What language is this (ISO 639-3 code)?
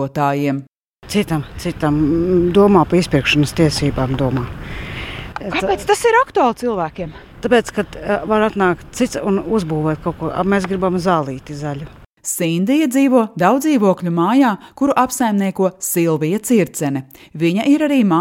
lav